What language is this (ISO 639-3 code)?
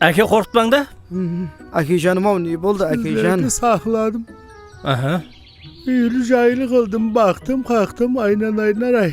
kaa